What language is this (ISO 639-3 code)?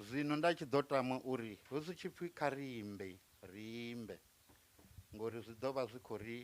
ven